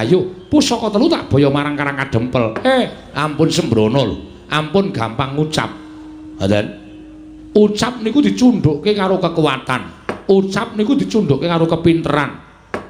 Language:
Javanese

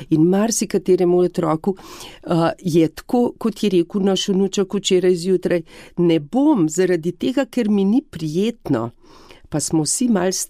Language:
Slovenian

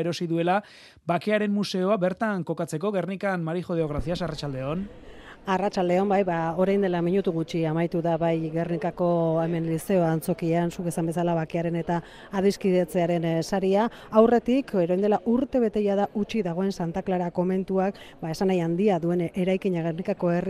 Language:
Basque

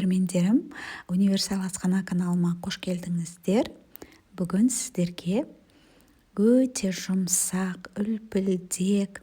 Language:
Kazakh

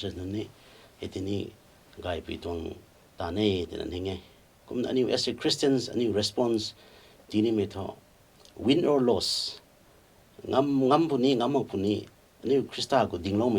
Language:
Rongmei Naga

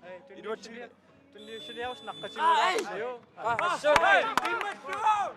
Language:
Kalaallisut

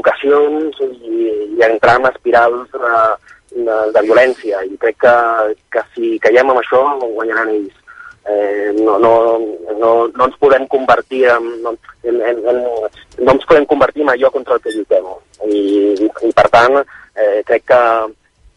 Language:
Catalan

